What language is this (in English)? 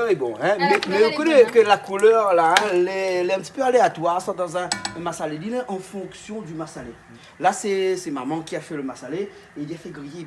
Réunion Creole French